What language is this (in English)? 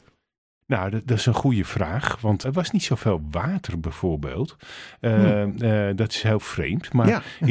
Dutch